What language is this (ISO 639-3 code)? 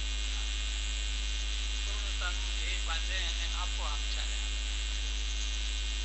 guj